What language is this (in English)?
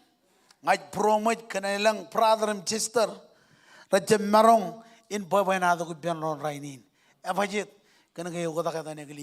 Marshallese